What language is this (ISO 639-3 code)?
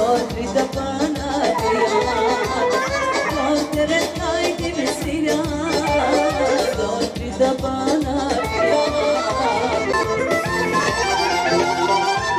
bul